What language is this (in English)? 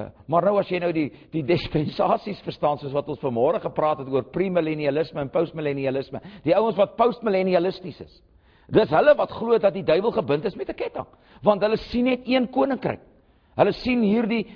Afrikaans